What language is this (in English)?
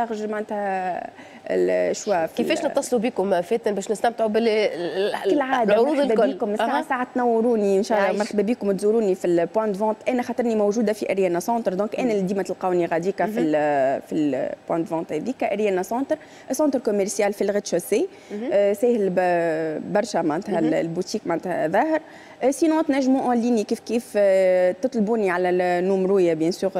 Tunisian Arabic